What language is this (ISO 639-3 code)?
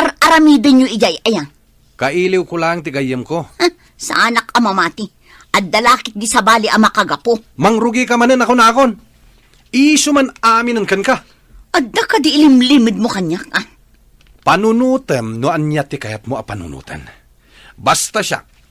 ilo